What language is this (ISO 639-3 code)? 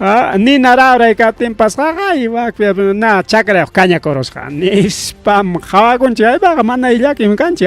quy